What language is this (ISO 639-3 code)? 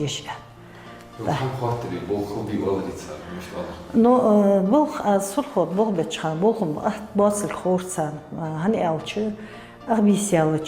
inh